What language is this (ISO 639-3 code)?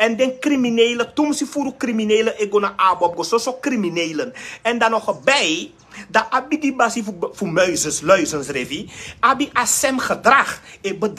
srn